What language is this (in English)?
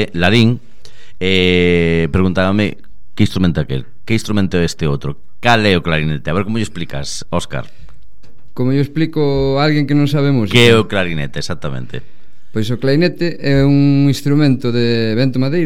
Galician